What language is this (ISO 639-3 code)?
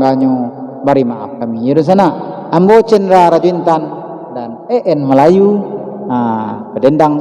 min